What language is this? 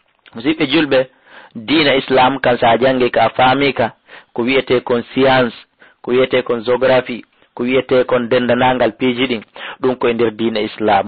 Fula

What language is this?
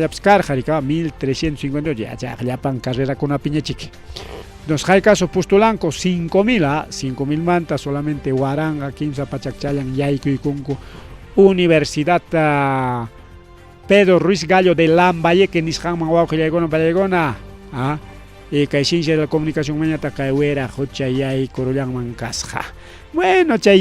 Ayacucho Quechua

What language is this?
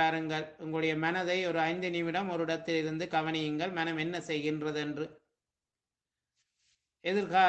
Tamil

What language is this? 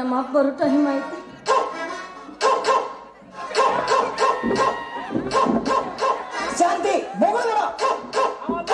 Kannada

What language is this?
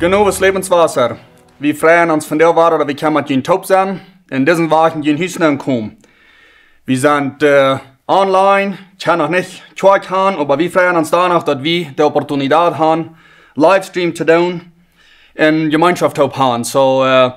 Plautdietsch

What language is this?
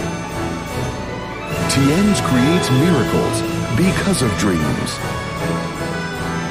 English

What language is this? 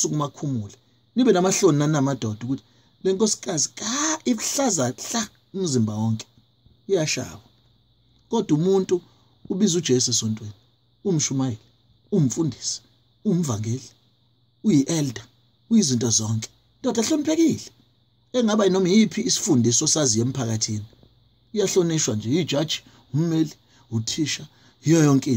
Zulu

